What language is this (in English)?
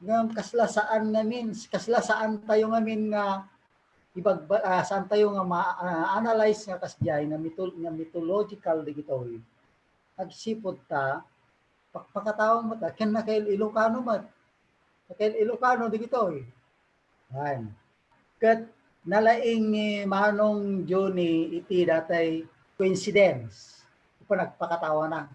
Iloko